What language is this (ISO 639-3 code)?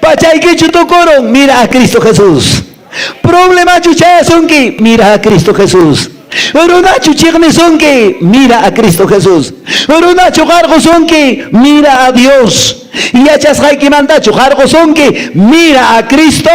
que